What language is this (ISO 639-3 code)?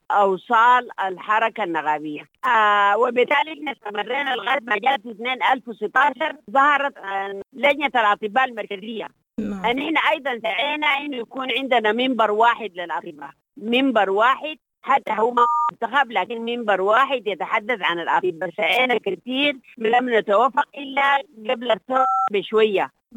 apd